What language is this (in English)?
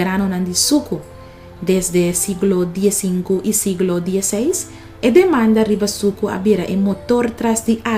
Papiamento